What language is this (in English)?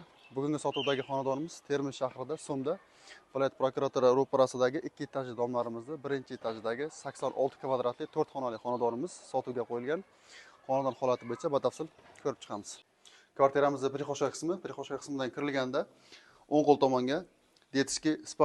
Uzbek